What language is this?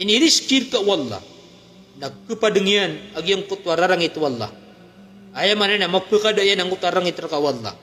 Maranao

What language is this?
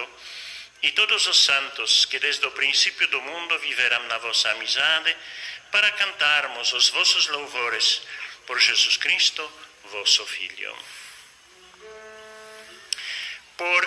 Portuguese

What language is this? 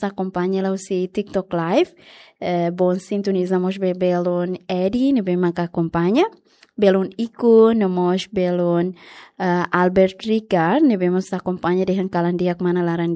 Tetum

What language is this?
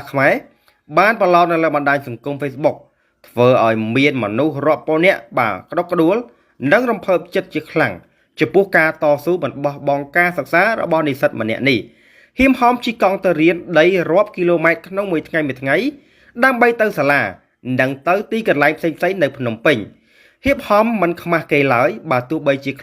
Khmer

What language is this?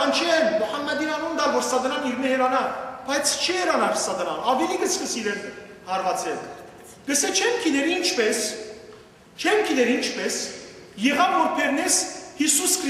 Western Armenian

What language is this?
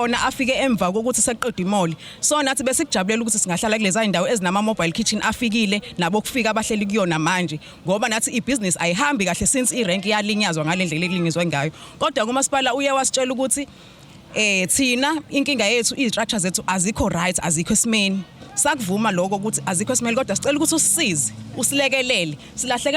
Zulu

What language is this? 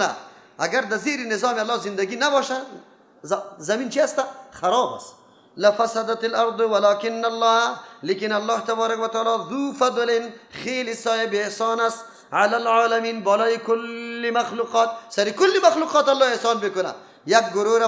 Persian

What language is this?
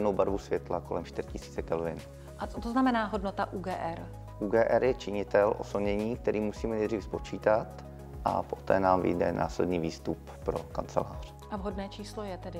Czech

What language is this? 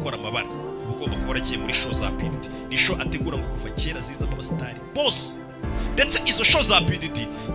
Kinyarwanda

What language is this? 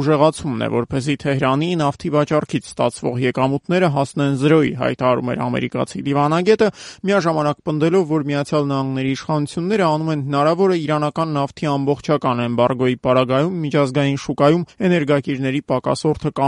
Armenian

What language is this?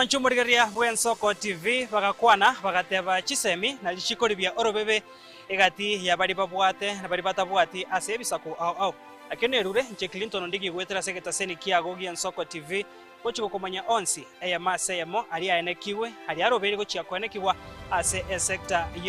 Gusii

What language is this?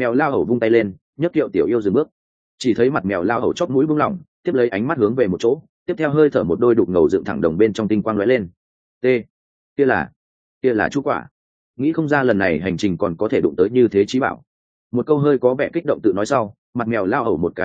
Vietnamese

